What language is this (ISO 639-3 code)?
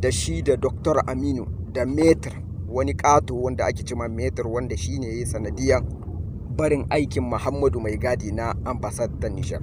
hau